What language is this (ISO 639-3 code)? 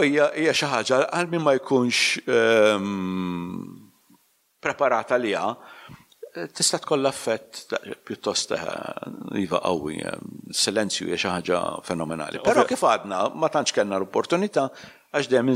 mlt